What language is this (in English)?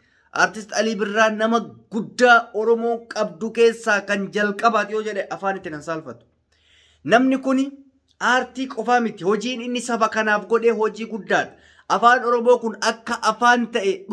Oromo